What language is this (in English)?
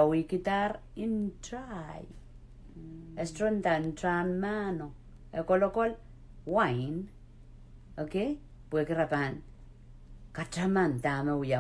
Pohnpeian